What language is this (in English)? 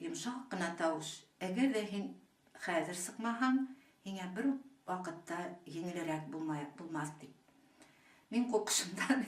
Bashkir